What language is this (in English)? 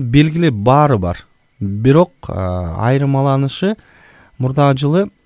Kyrgyz